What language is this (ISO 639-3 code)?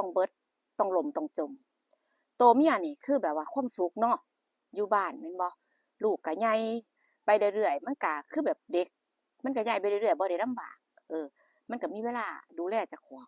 tts